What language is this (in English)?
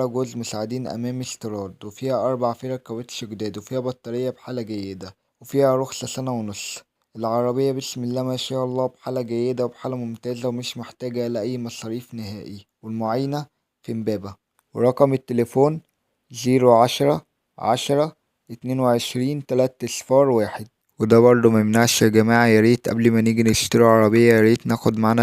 Egyptian Arabic